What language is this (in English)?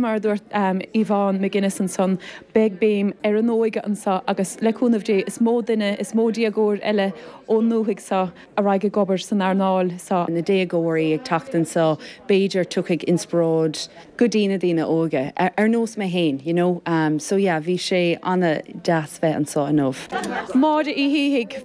Irish